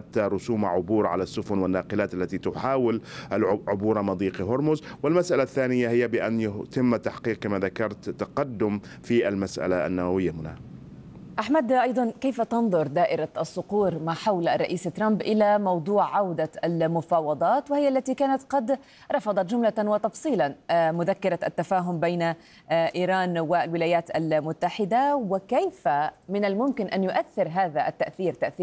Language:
Arabic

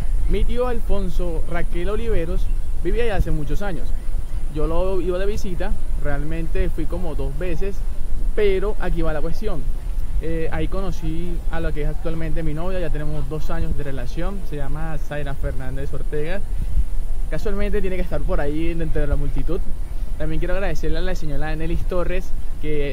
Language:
Spanish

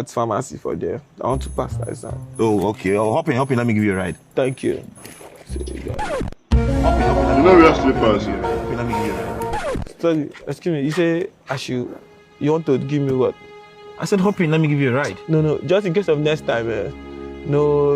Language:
Nigerian Pidgin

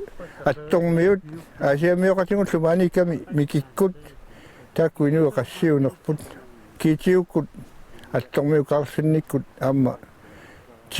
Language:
Kalaallisut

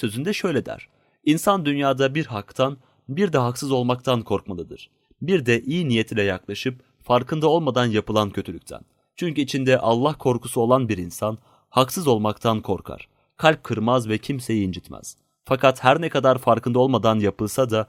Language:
Turkish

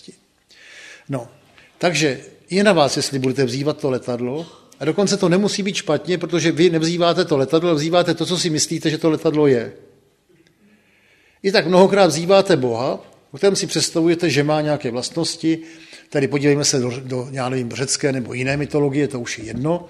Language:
Czech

